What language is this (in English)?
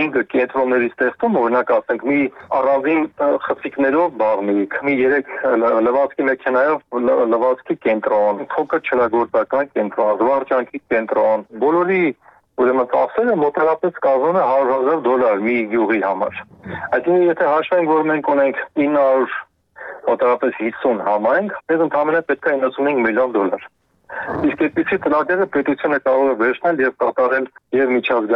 Armenian